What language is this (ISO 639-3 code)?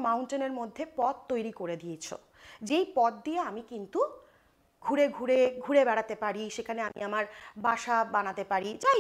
ben